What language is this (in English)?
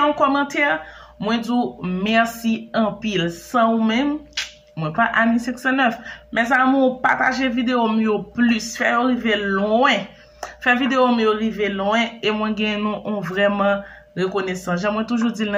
Haitian Creole